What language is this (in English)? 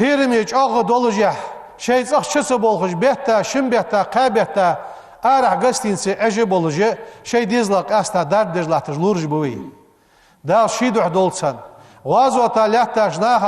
Ingush